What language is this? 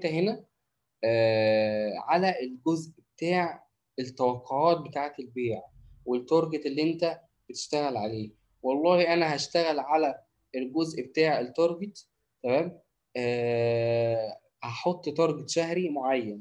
Egyptian Arabic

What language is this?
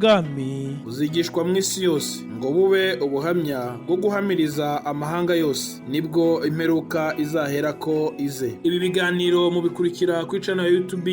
Rundi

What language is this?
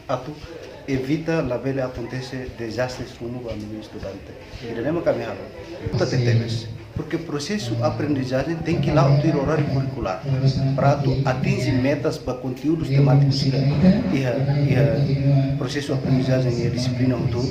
Tetum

